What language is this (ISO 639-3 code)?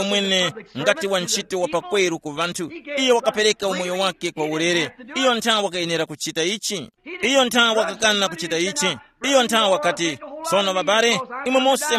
tum